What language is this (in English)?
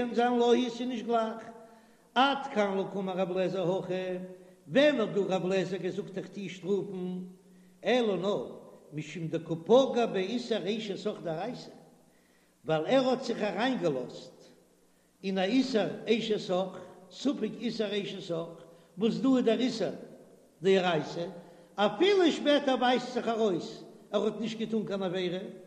Yiddish